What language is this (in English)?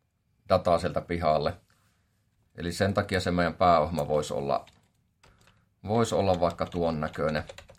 Finnish